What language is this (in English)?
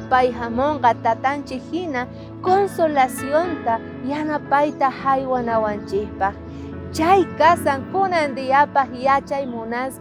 South Bolivian Quechua